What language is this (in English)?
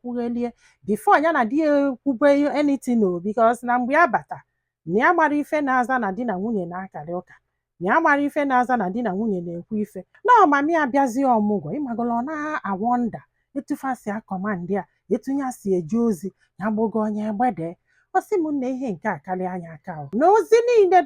Igbo